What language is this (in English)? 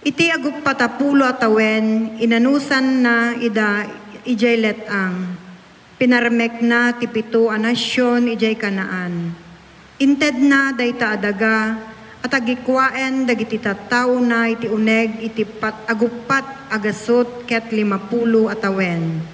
Iloko